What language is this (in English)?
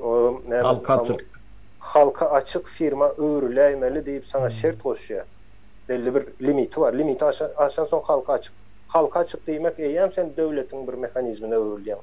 Turkmen